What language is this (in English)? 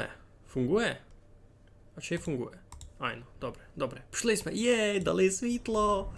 Rusyn